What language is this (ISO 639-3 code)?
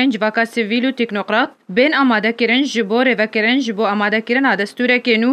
kur